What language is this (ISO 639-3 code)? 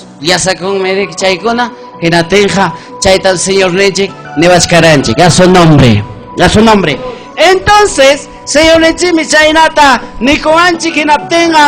quy